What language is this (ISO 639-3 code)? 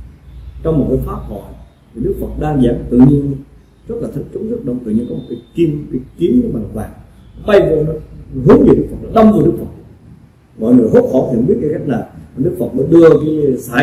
vie